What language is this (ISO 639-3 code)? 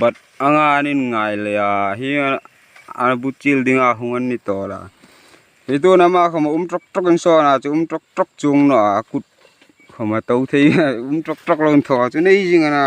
lus